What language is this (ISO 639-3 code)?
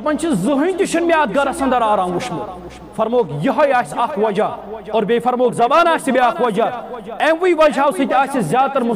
kas